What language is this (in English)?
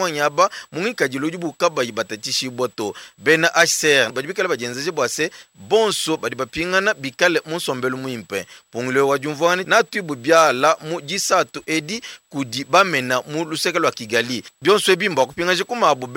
Luba-Lulua